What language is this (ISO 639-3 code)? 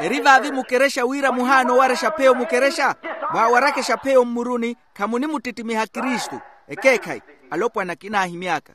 vmw